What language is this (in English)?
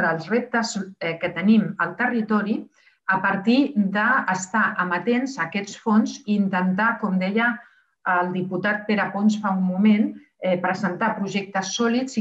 Catalan